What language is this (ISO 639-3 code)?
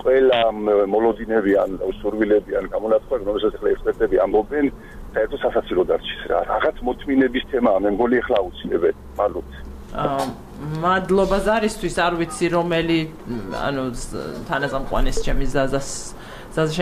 kat